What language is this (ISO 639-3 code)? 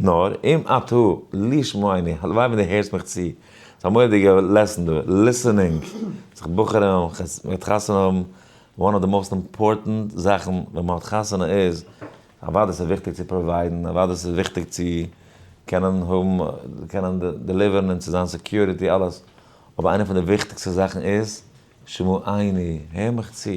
yid